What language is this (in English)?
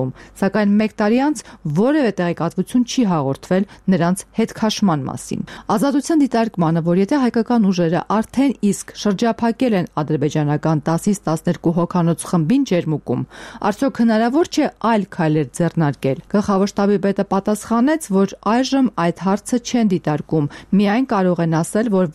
Armenian